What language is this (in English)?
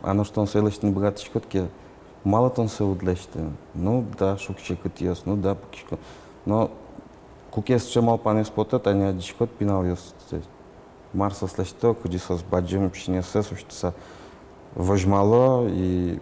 Udmurt